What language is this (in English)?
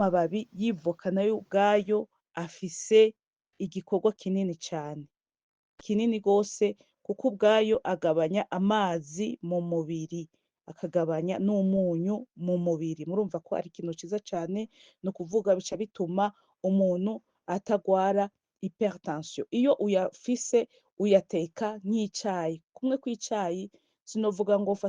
Rundi